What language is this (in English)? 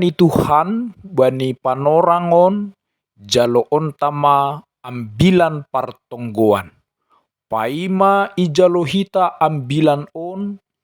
Batak Simalungun